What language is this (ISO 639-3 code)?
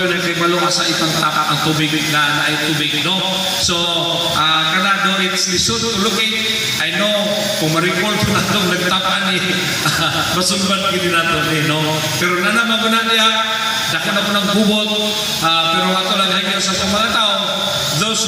ceb